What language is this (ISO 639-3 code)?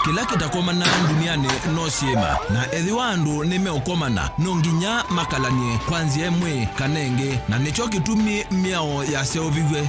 kam